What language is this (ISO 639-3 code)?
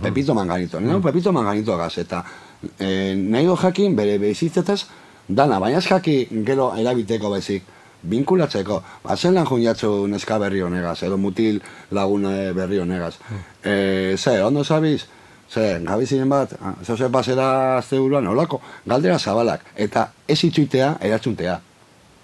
eus